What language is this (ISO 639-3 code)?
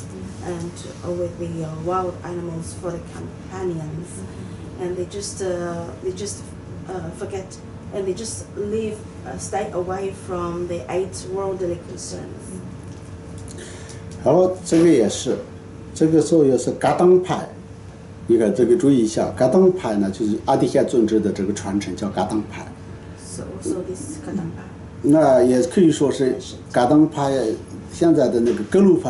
zho